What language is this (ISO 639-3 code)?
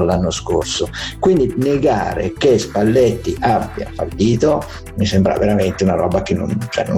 ita